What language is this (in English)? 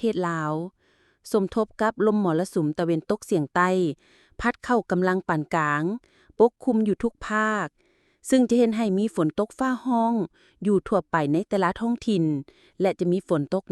Lao